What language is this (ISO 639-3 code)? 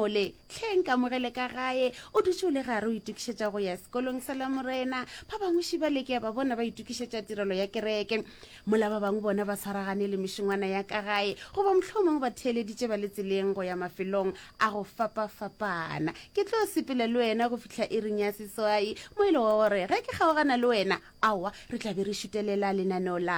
nso